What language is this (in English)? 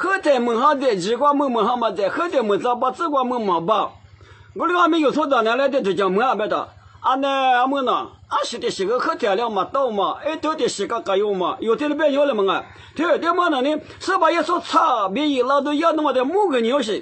Lisu